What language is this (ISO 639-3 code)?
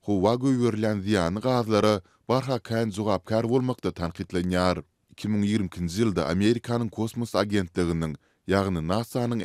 tuk